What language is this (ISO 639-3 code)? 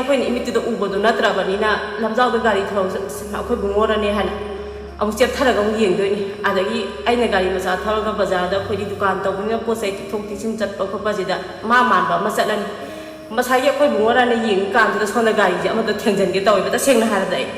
mni